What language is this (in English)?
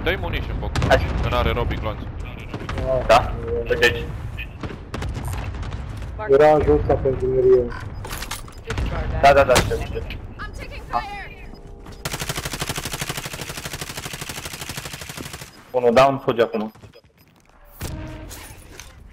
Romanian